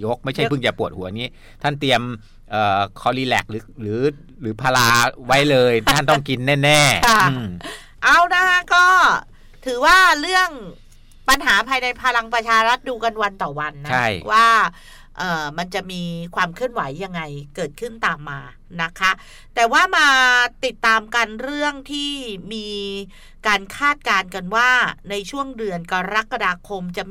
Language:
Thai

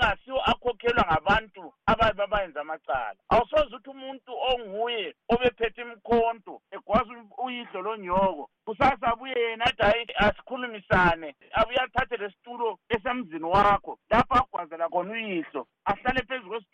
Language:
North Ndebele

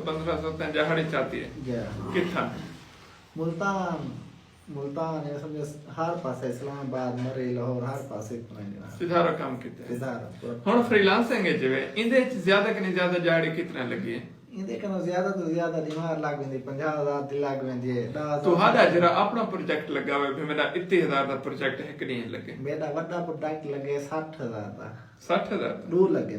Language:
Saraiki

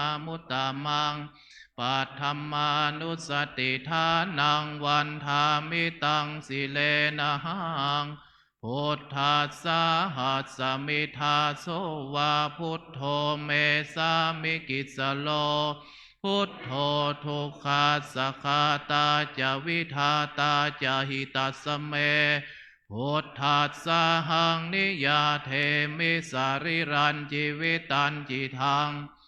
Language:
Pali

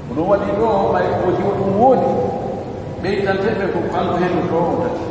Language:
Pular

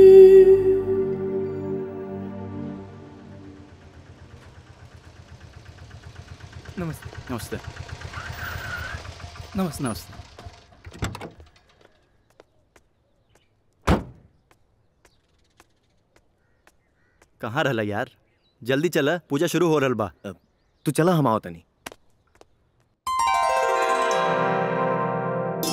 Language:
Bhojpuri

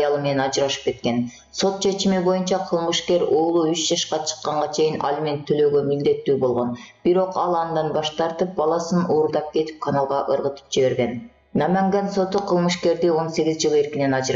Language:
Kyrgyz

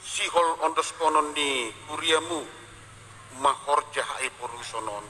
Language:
Batak Simalungun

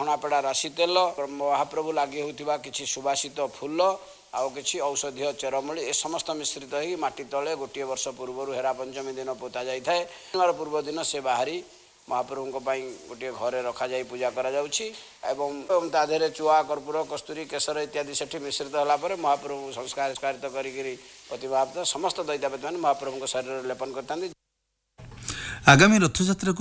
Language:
Odia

